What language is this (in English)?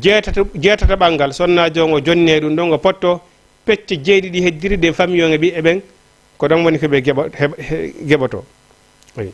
Fula